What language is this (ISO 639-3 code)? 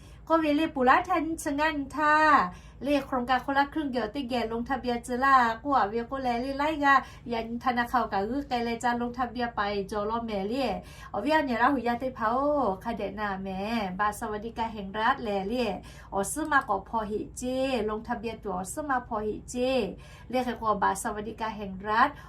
lhu